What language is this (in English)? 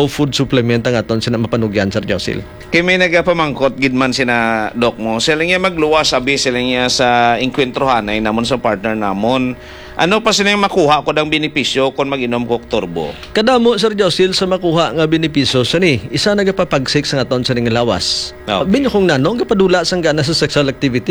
Hiligaynon